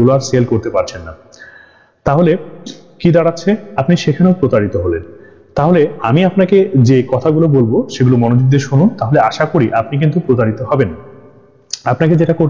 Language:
Bangla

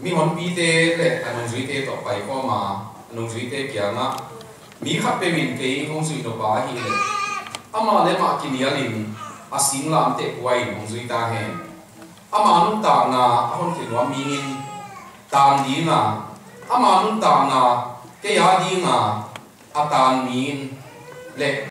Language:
Tedim Chin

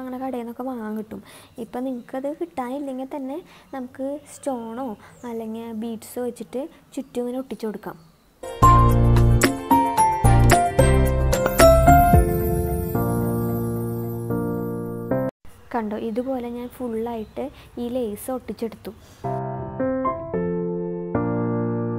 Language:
Malayalam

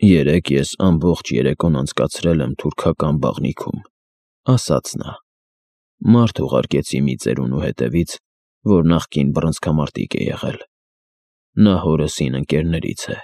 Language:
Armenian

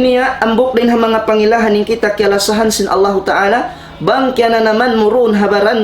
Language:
Tausug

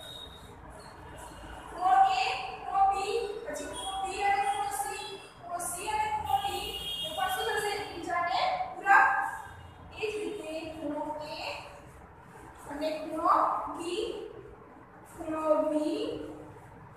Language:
Gujarati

